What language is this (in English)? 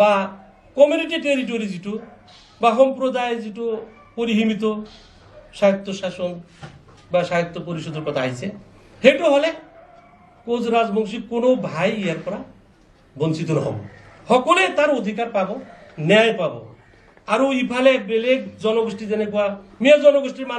Assamese